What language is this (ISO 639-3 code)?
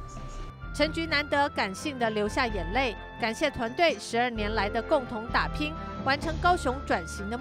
zho